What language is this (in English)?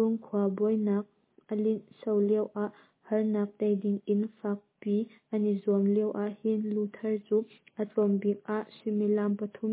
Hakha Chin